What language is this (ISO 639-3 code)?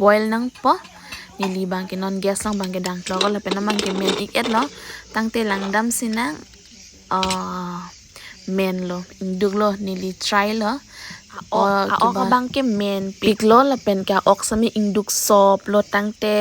mjw